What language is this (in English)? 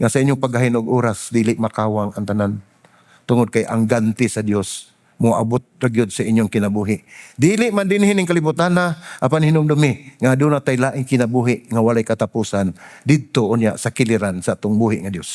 Cebuano